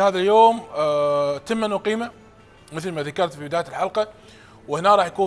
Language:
Mesopotamian Arabic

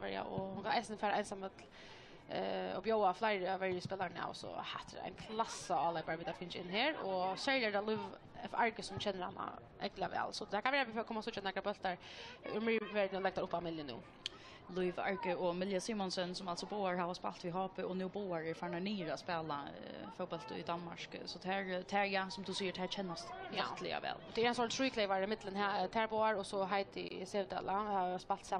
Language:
Faroese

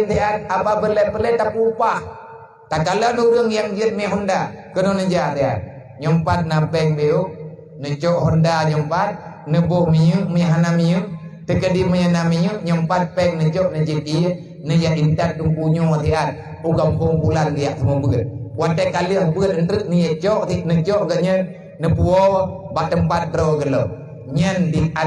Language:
Achinese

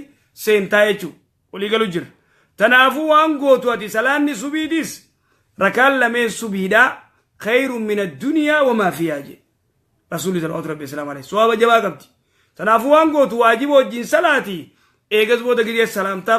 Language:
Oromo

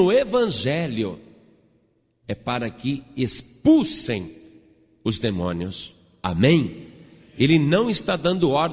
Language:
Portuguese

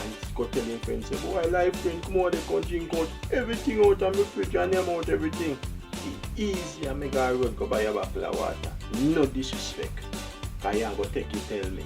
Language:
Jamaican Creole English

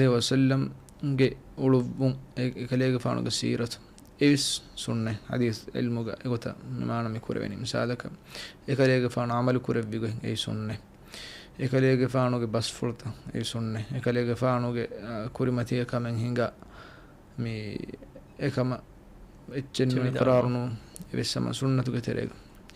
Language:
Divehi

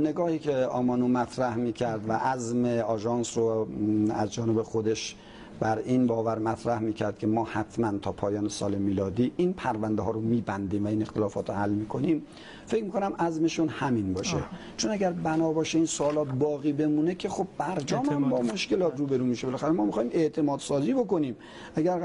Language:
Persian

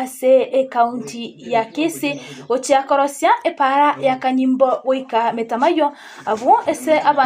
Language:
Gusii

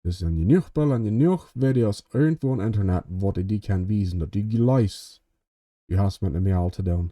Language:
Plautdietsch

